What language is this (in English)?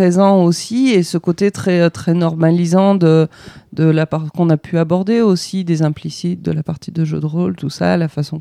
French